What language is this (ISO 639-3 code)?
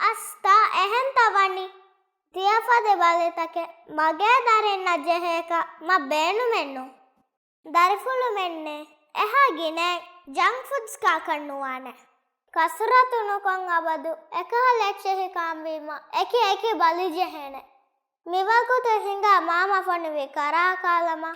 div